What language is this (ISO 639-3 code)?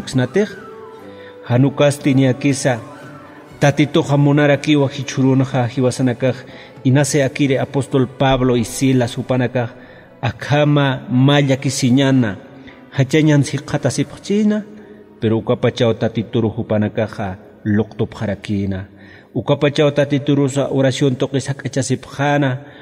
aym